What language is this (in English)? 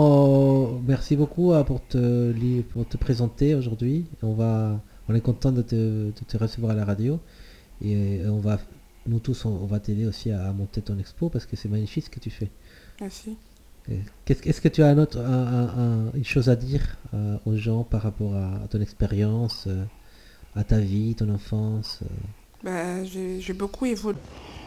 French